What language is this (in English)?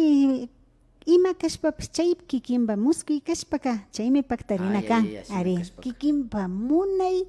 Imbabura Highland Quichua